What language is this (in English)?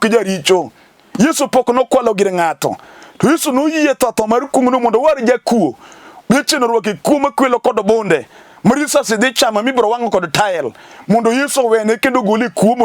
Luo (Kenya and Tanzania)